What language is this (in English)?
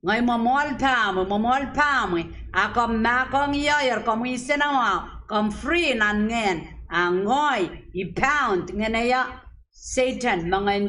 Pohnpeian